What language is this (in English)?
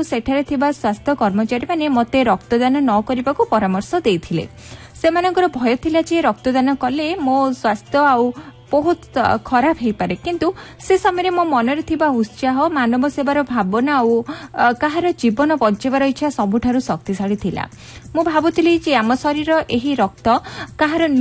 Odia